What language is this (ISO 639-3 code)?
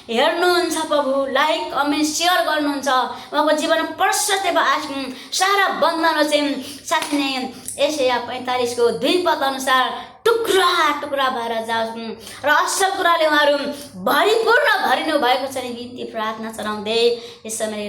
nep